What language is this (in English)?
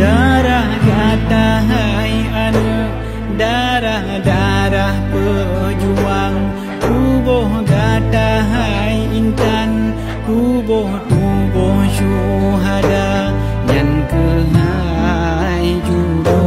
Achinese